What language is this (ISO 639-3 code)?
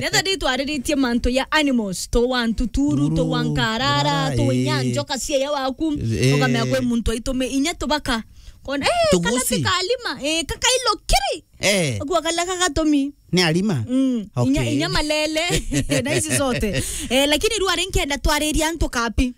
mer